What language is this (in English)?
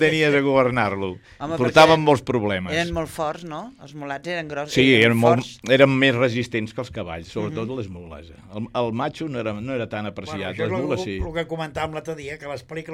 Catalan